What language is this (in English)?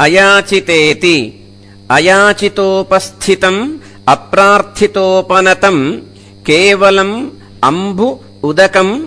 Sanskrit